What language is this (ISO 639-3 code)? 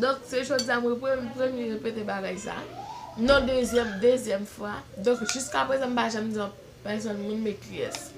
hat